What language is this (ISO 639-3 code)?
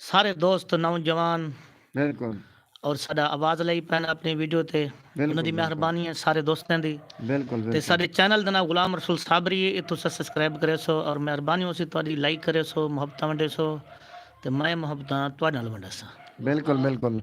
skr